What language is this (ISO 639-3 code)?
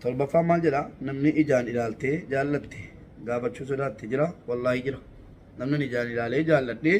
orm